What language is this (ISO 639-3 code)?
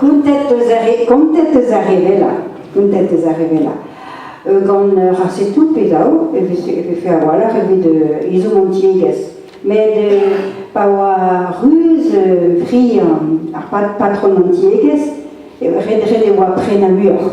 bre